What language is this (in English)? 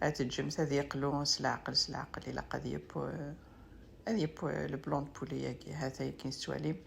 Kabyle